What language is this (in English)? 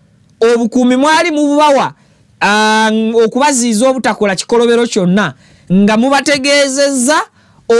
Ganda